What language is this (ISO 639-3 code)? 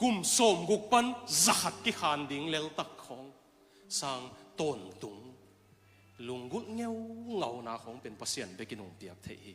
ctd